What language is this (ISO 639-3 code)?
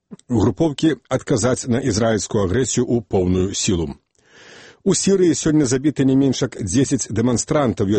bel